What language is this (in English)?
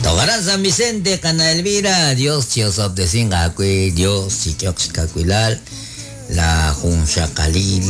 Kekchí